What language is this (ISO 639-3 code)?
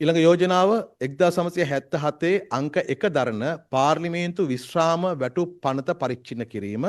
sin